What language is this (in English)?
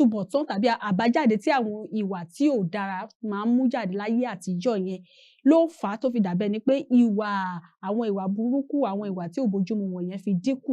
Yoruba